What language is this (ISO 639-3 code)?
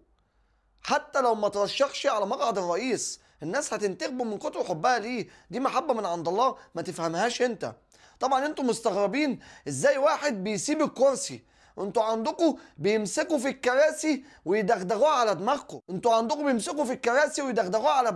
arz